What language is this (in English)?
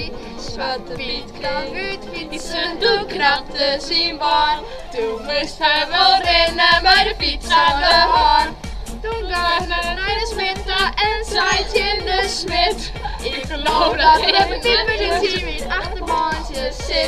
Western Frisian